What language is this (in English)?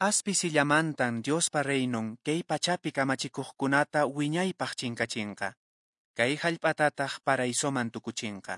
Quechua